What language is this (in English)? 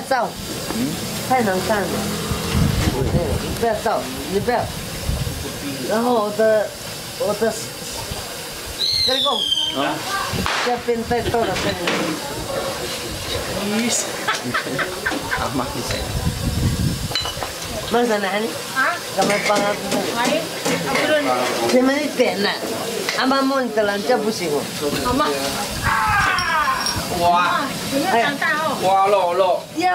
Chinese